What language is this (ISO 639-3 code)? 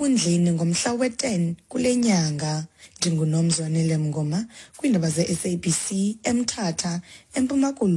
xho